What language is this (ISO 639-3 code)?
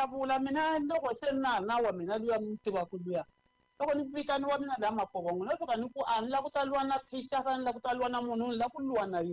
tso